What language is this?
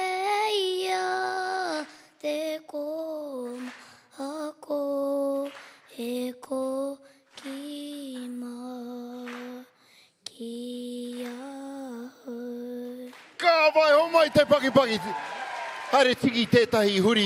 Māori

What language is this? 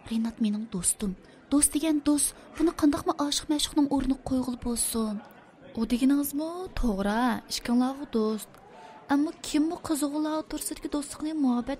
Uyghur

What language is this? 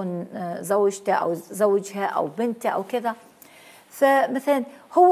Mesopotamian Arabic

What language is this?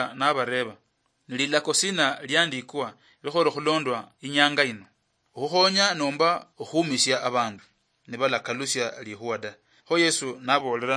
Luyia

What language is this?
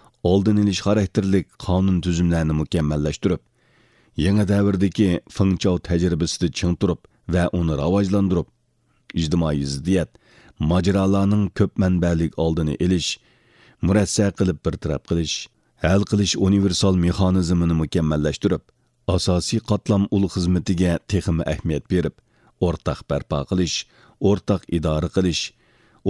Uyghur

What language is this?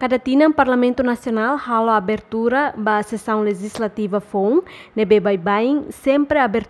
Tetum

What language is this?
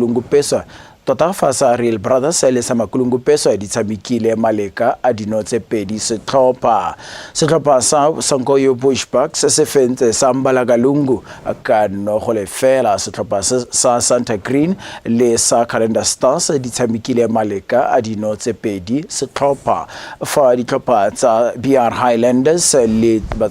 Tswana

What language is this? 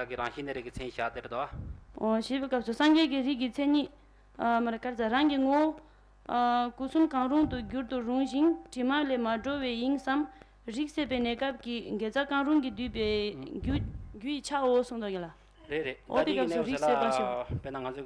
Tibetan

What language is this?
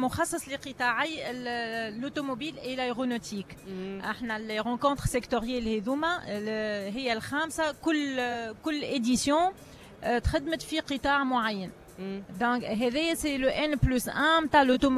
Tunisian Arabic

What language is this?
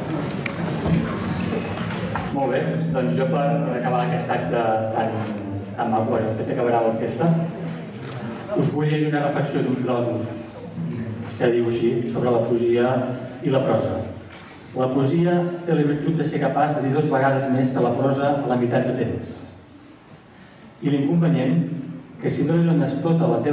Catalan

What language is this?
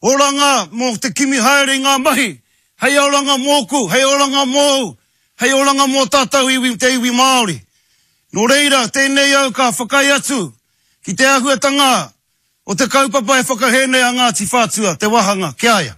Māori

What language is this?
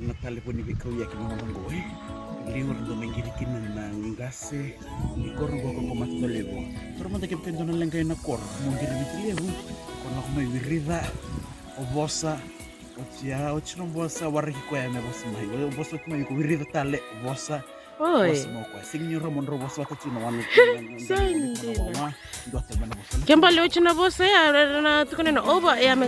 Fijian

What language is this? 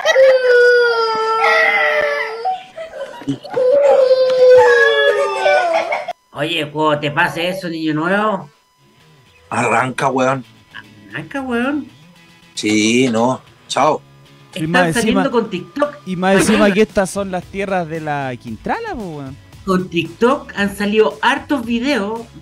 Spanish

